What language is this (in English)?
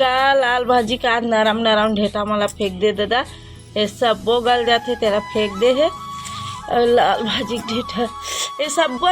Chhattisgarhi